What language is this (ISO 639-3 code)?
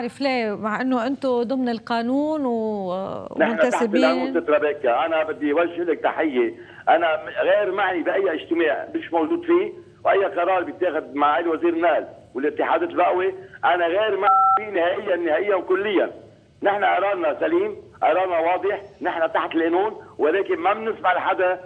apc